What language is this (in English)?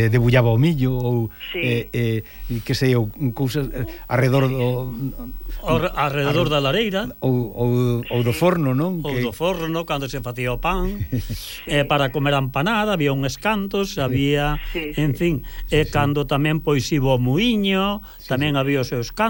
Galician